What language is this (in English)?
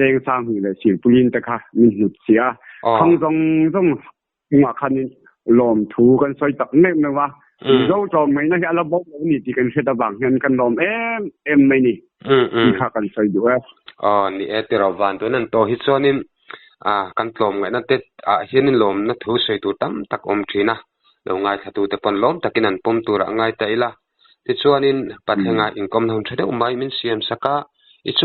Mizo